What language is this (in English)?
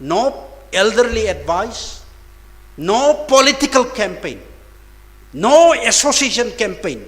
Tangkhul Naga (India)